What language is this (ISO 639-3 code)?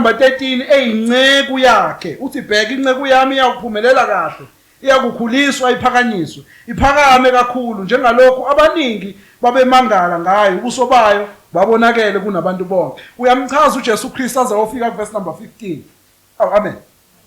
zul